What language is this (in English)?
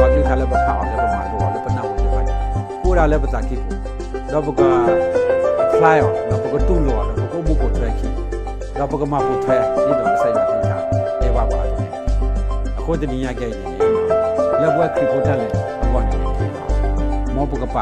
S'gaw Karen